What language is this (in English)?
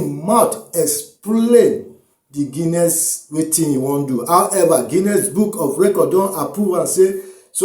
Nigerian Pidgin